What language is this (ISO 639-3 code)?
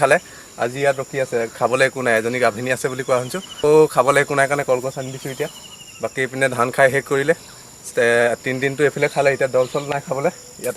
asm